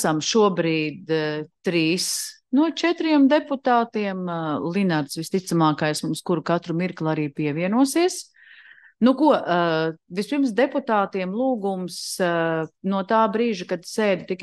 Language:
Latvian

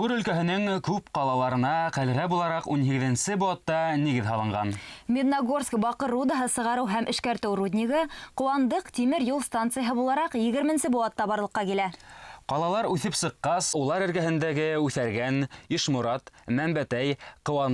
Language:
Bashkir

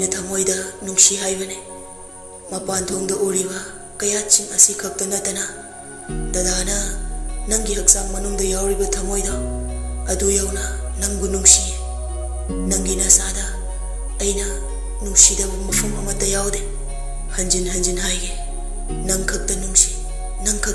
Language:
Manipuri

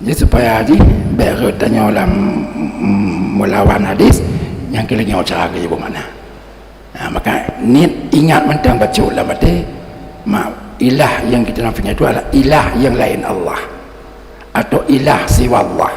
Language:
Achinese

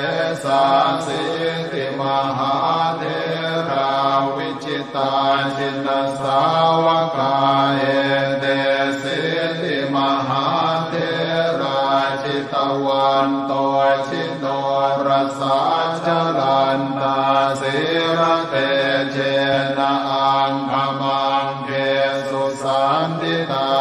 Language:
Pali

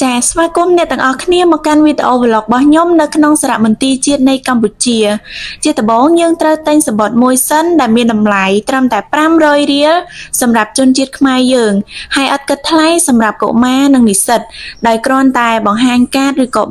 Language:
Khmer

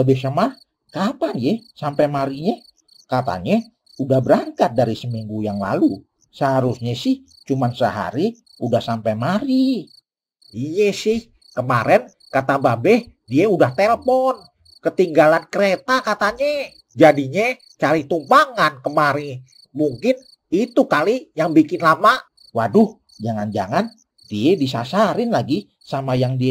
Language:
Betawi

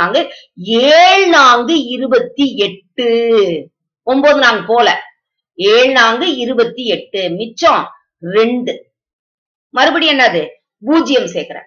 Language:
Tamil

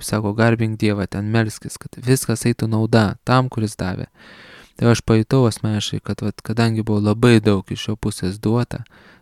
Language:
Lithuanian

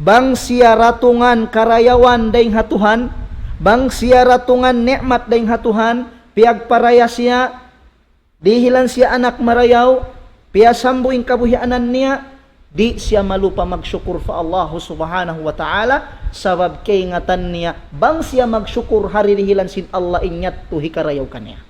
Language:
Tausug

